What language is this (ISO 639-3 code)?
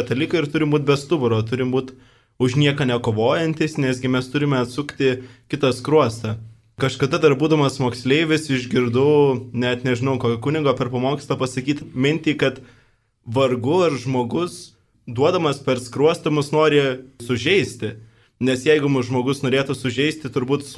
lit